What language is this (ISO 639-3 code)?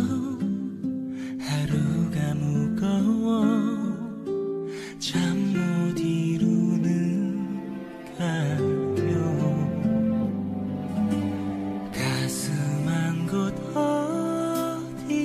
kor